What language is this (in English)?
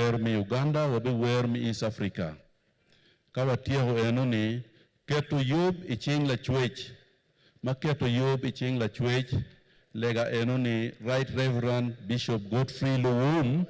Acoli